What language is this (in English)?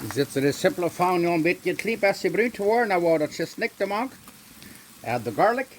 Plautdietsch